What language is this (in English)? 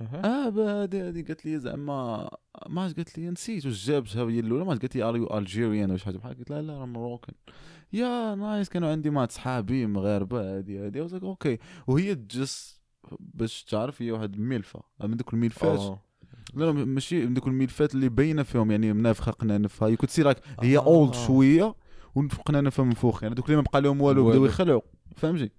Moroccan Arabic